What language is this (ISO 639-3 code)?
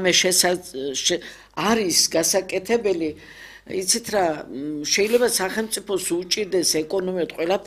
kat